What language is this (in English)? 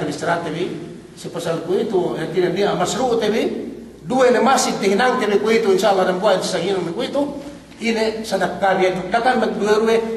Yakan